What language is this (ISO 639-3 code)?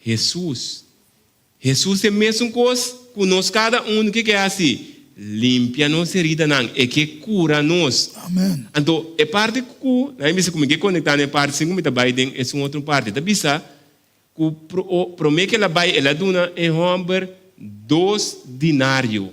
pap